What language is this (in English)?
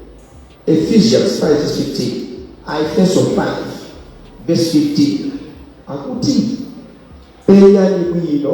Nyanja